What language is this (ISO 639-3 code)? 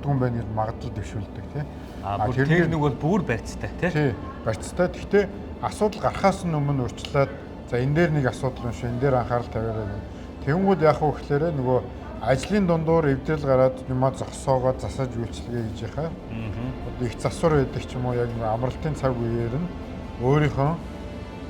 mon